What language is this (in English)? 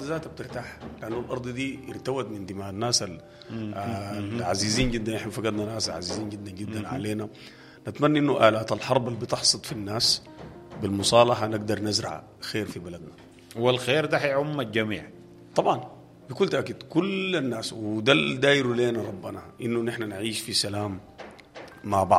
Sudanese Arabic